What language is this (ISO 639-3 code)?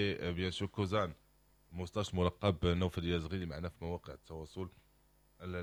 ary